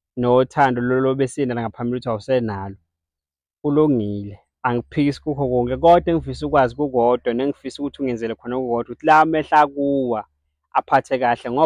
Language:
Zulu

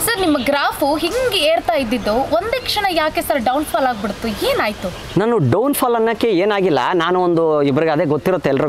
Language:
Kannada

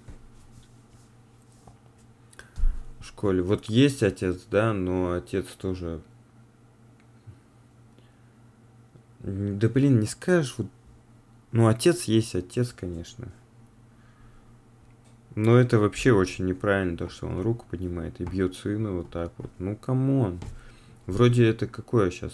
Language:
Russian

